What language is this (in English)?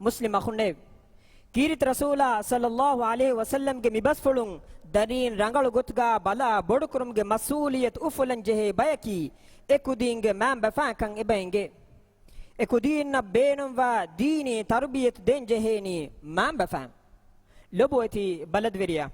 Divehi